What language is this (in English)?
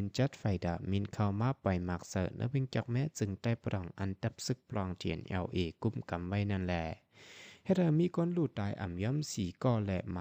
Shan